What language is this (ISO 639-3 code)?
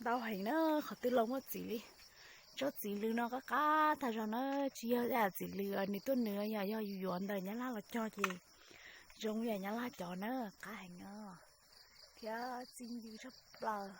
hmn